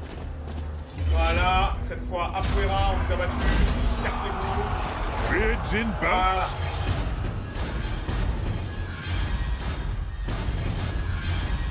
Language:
French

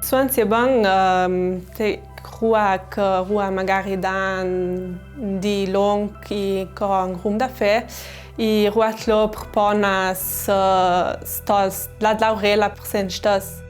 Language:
Ladin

